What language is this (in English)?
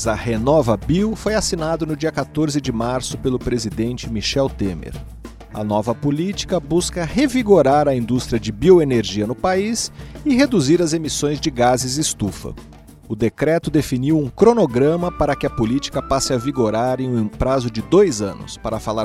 Portuguese